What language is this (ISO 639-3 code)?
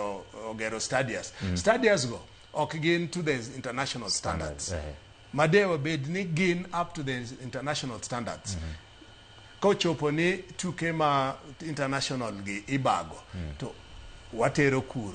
luo